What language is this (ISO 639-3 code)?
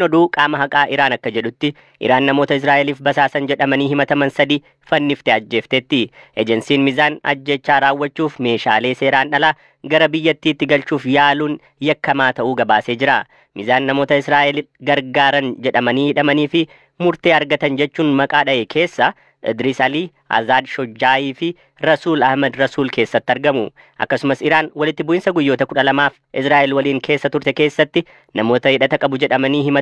orm